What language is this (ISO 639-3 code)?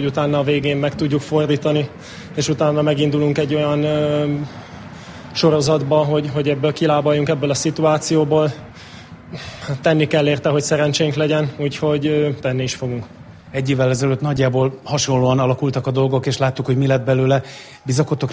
hun